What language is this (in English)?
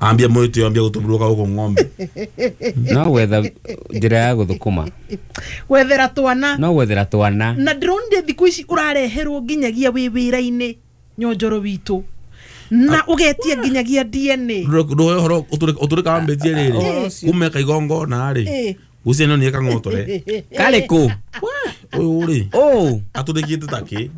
Kikuyu